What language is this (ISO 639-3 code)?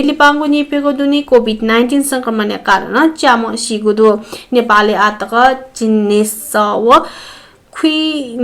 new